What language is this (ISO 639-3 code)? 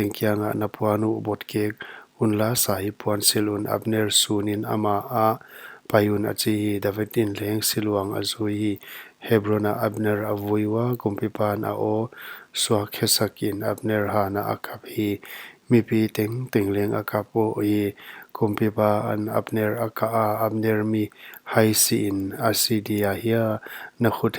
pck